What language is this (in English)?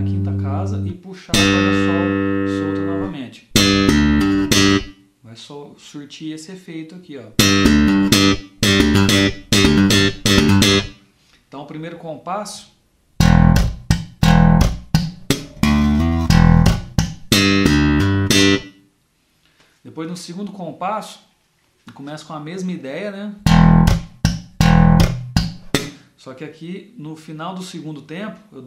Portuguese